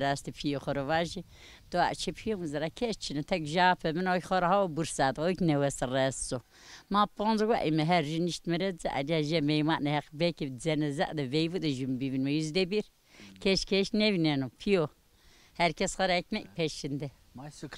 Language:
Zaza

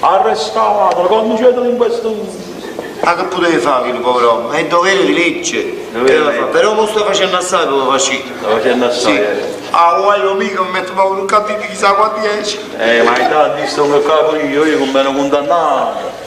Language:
Neapolitan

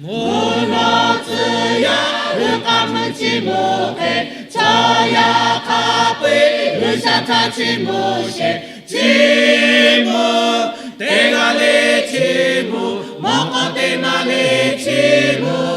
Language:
Lahu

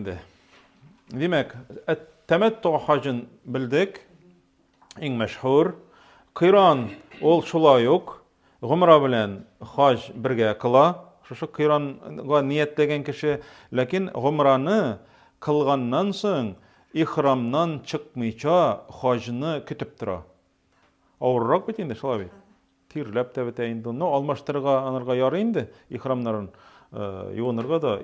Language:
Tatar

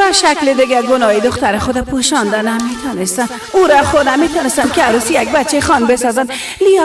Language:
Persian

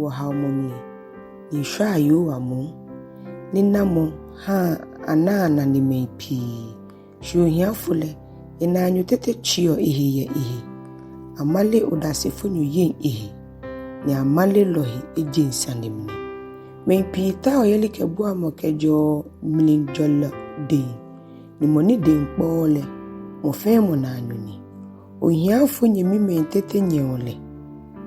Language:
Ga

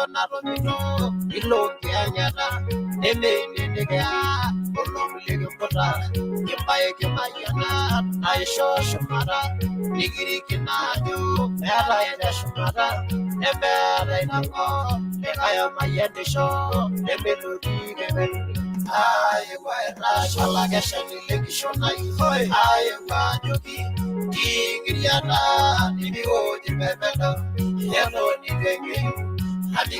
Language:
Masai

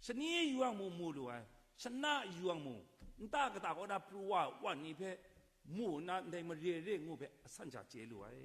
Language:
Kachin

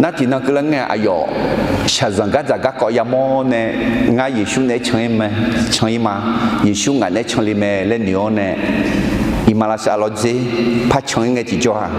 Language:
Akha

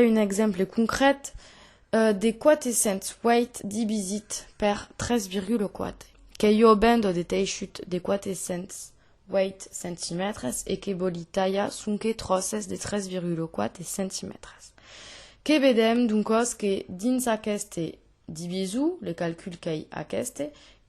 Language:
Occitan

